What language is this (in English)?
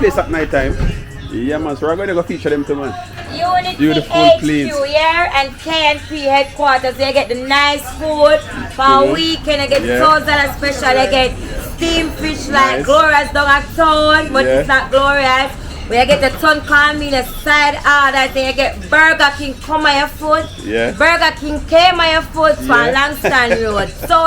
Jamaican Creole English